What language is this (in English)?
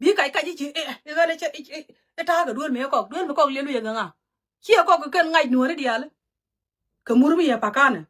Nuer